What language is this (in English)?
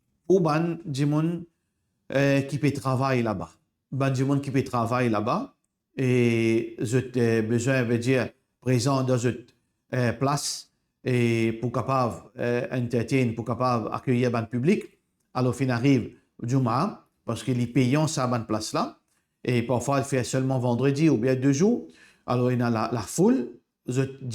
Morisyen